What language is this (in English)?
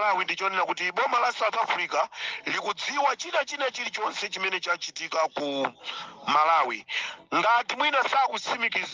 Nyanja